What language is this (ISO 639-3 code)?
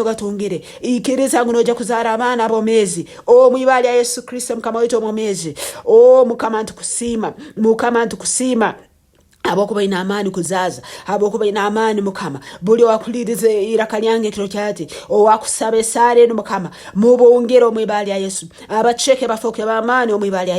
nyn